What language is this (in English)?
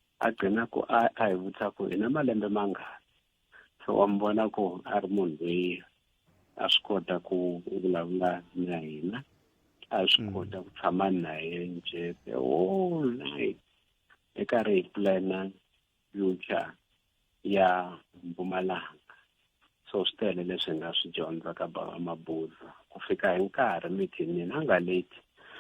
Tsonga